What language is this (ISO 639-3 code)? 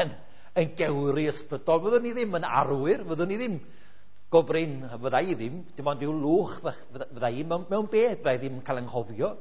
cym